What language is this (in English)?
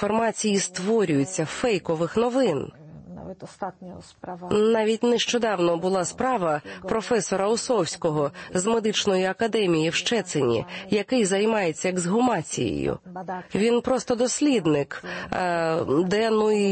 Ukrainian